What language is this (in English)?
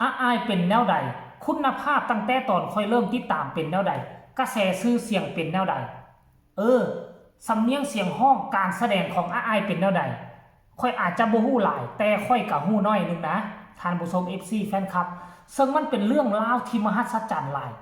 Northeastern Thai